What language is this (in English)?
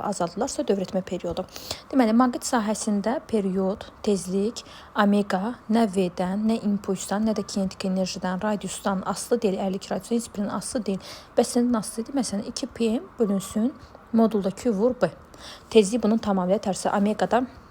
Azerbaijani